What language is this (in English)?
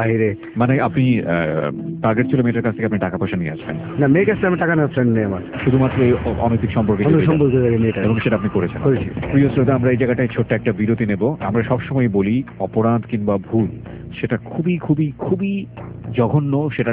Bangla